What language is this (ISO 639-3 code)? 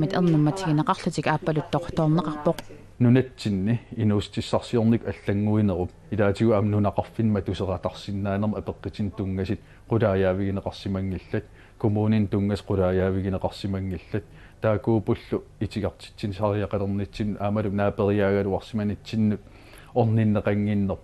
kal